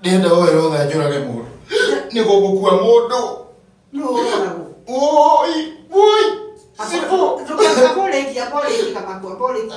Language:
Kikuyu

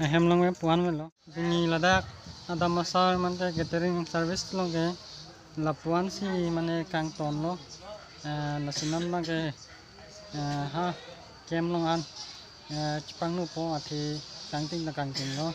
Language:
Karbi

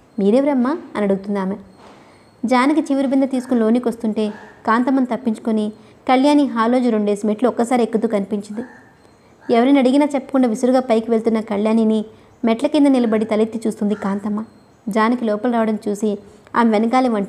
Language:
Telugu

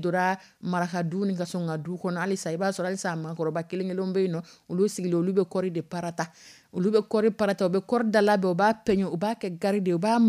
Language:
Dyula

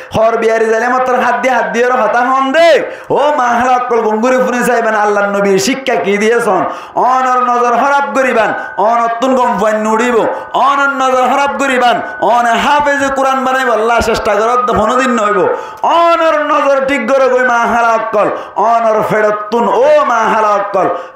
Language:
Rohingya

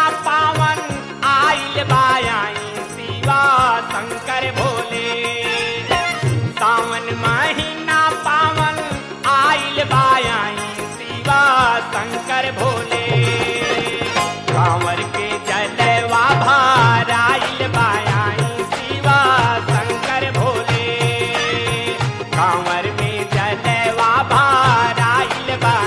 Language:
Bhojpuri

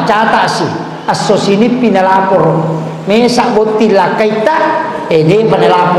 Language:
Buginese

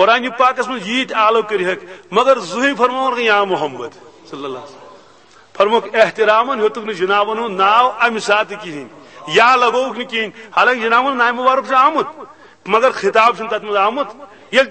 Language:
Kashmiri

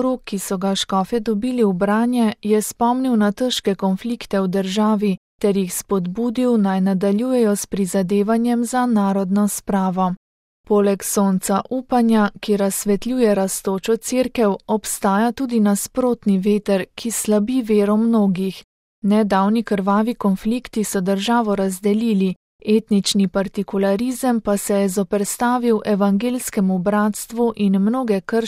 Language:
Slovenian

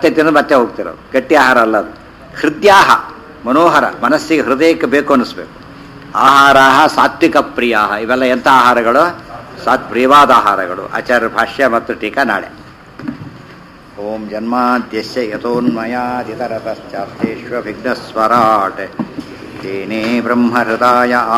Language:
Kannada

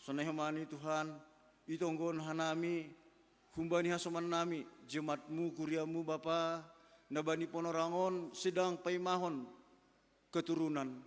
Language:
Batak Simalungun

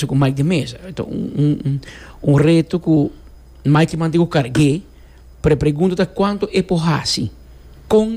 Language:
Papiamento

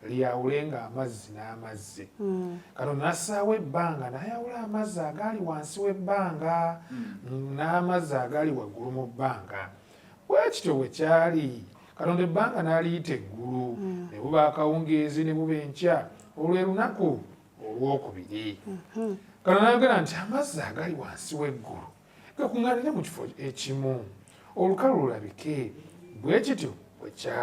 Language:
Ganda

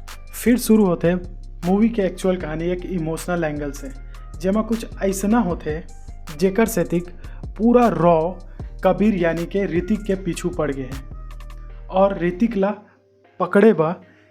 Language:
Chhattisgarhi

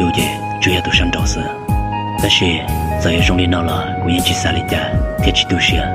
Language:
Hmong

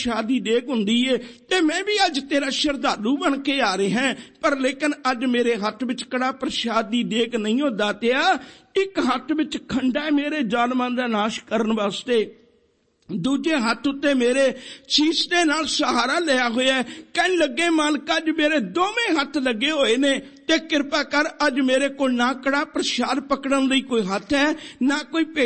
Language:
Punjabi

